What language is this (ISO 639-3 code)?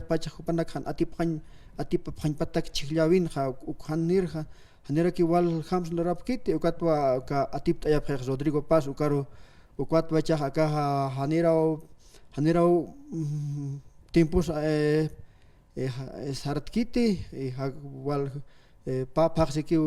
aym